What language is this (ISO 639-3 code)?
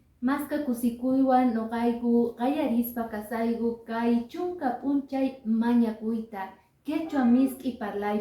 que